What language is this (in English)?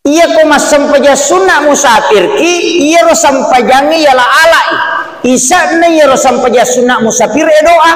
Buginese